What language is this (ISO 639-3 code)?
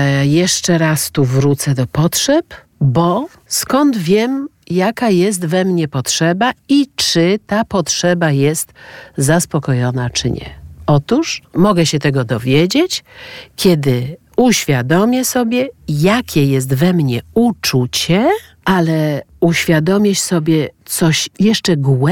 pol